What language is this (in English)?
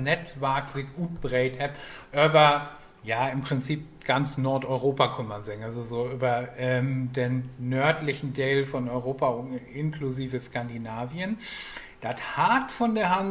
Low German